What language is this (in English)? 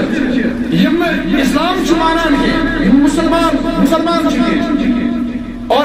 Kashmiri